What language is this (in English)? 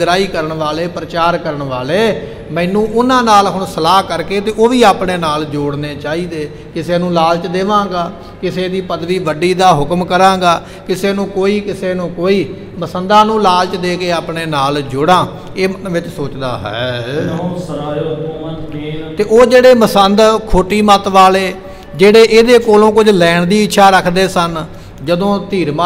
Punjabi